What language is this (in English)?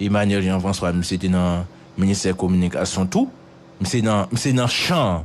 Haitian Creole